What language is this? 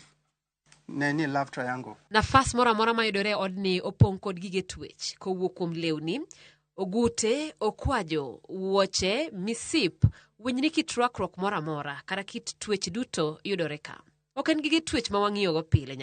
Luo (Kenya and Tanzania)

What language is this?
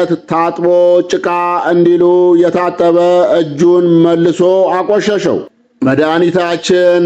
Amharic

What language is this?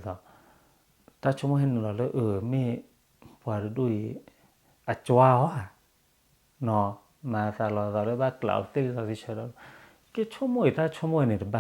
S'gaw Karen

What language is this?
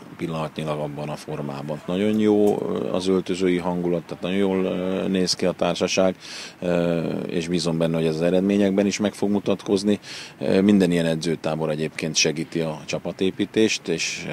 Hungarian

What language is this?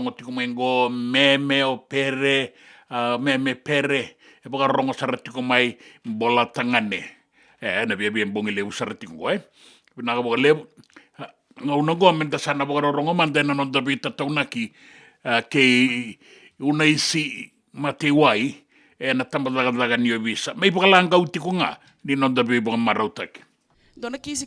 Fijian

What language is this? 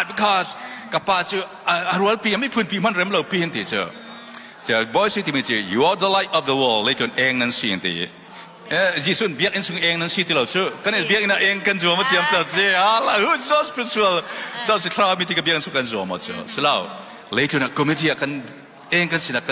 Falam Chin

